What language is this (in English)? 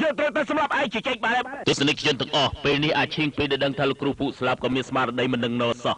Khmer